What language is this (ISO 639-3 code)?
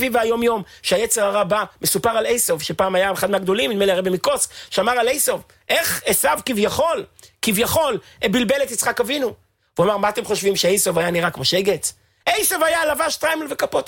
heb